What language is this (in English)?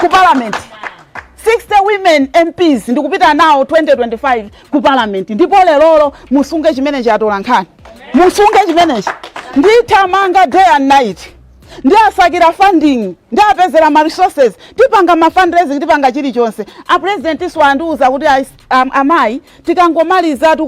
Nyanja